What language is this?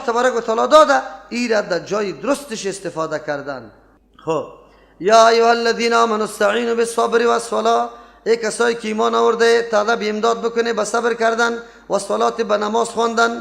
Persian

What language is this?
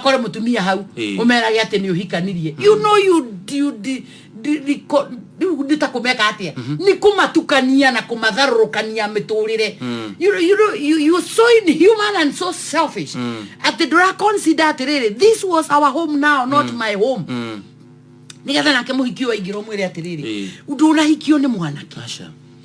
Kikuyu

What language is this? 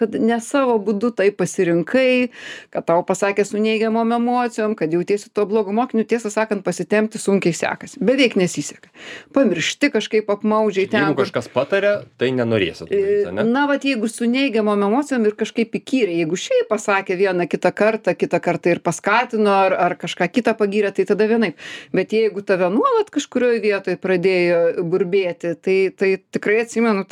Lithuanian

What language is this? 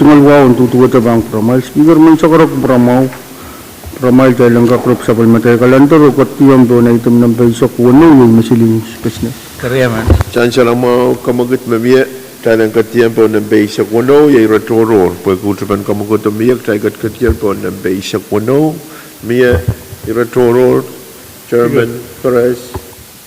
Pohnpeian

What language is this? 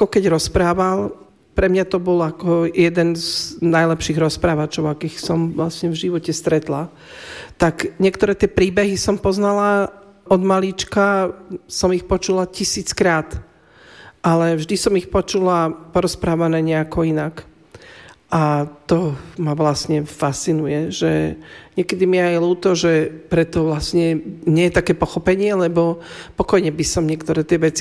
Slovak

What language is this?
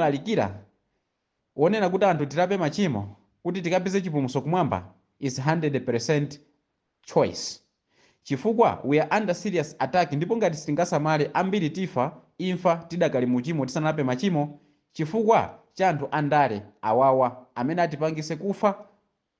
Nyanja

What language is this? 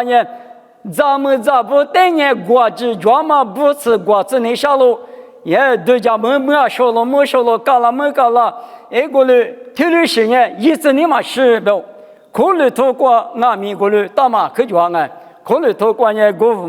Lisu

